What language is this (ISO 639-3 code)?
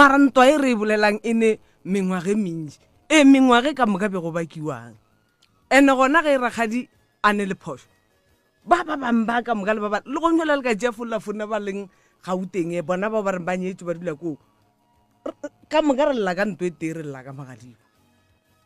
nso